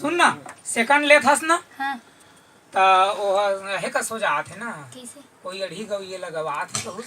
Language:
Chhattisgarhi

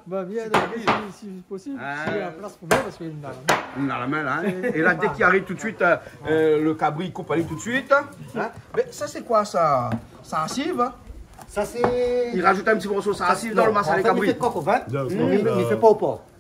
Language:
Réunion Creole French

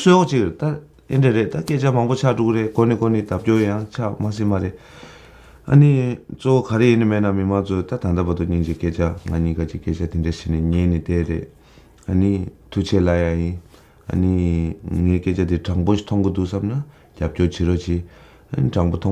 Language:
Tibetan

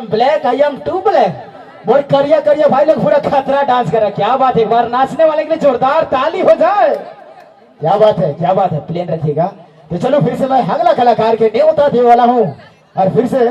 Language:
Sadri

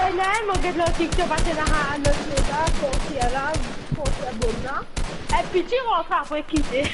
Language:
Morisyen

